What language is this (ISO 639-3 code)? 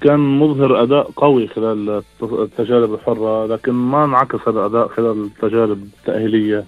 afb